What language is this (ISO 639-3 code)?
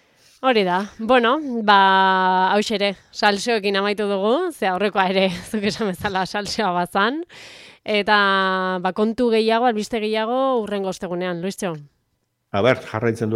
eus